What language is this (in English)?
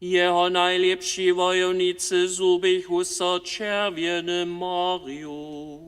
Upper Sorbian